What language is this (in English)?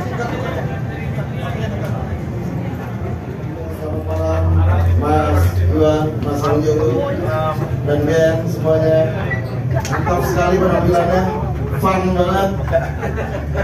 Indonesian